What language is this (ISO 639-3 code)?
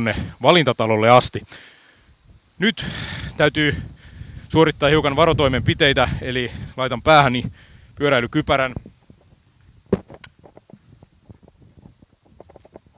fin